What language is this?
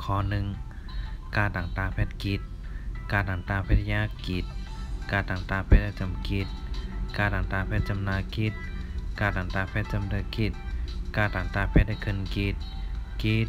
Shan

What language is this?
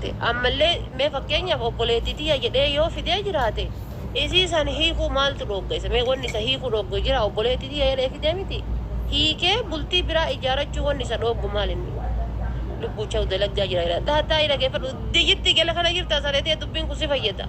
Oromo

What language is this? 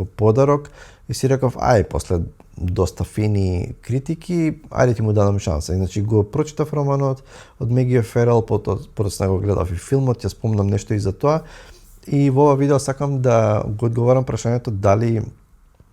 Macedonian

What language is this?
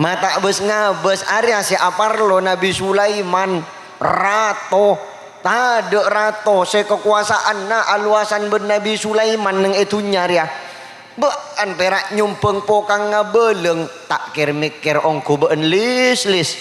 Madurese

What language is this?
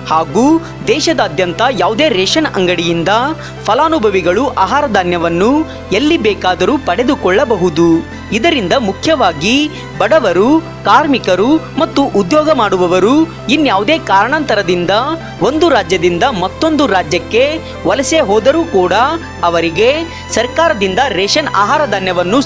Kannada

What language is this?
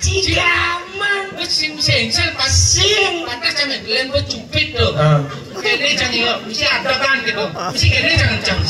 Balinese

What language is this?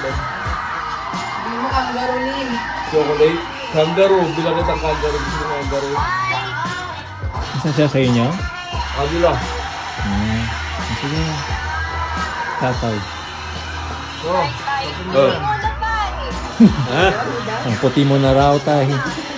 Filipino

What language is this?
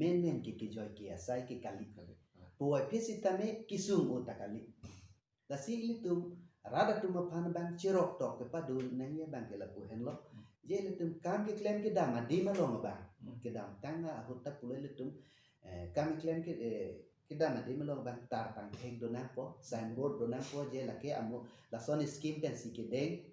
Karbi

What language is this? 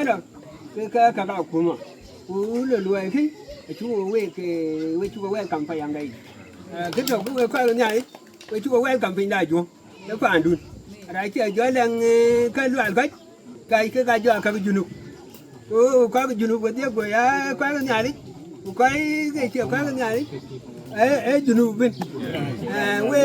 Dinka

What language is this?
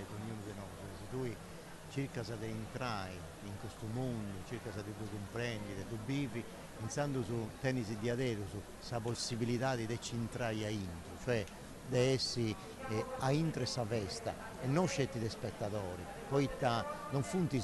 Sardinian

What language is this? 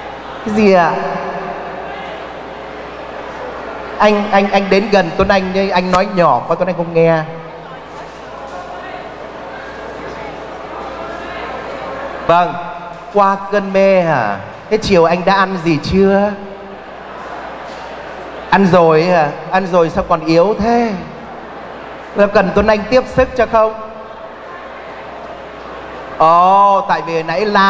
Vietnamese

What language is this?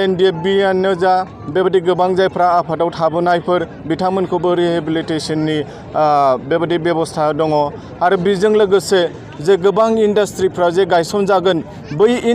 Bodo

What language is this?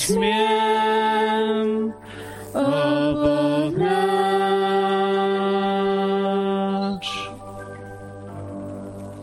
Slovak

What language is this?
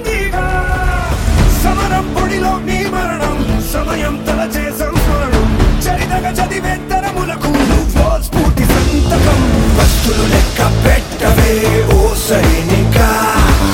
Telugu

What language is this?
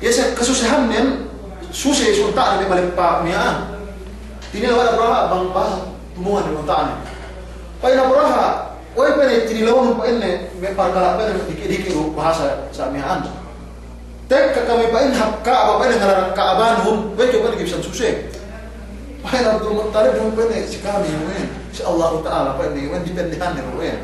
Yakan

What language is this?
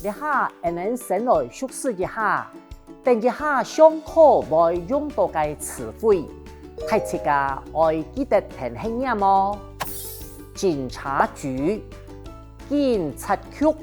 Hakka Chinese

